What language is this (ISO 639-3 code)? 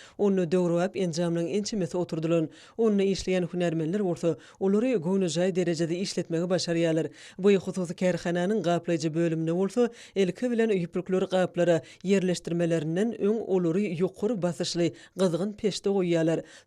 tuk